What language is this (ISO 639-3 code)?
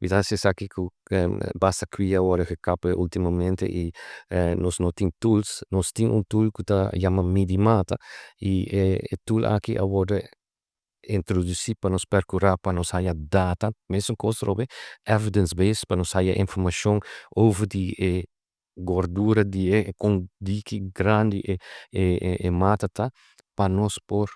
pap